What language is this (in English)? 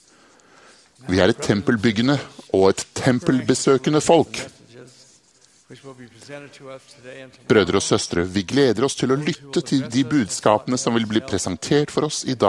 Norwegian